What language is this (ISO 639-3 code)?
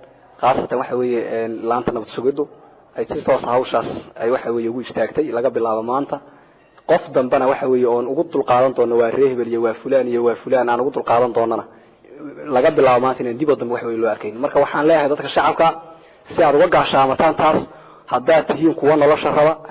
som